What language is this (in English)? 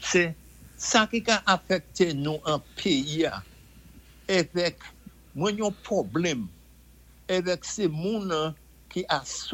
Saint Lucian Creole French